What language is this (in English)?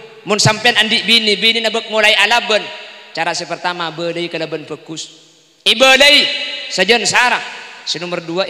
Madurese